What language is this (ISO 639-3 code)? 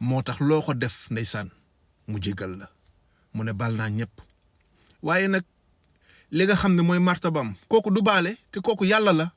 wol